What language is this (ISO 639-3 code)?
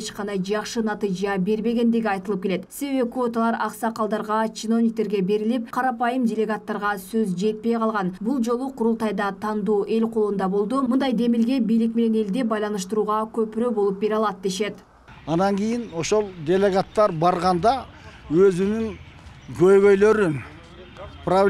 kir